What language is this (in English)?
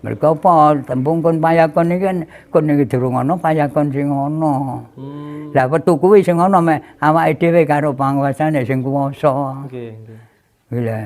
Javanese